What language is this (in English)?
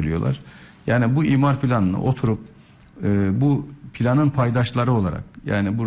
Turkish